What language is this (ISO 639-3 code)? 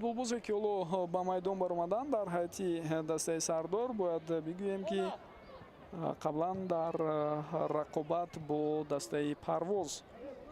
tgk